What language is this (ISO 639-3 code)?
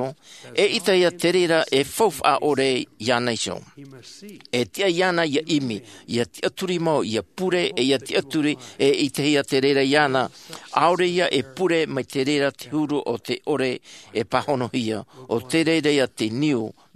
tah